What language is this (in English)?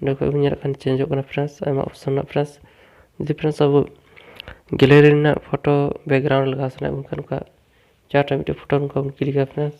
Santali